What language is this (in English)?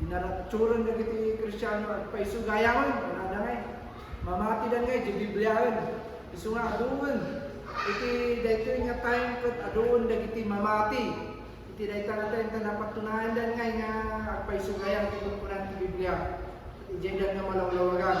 Iloko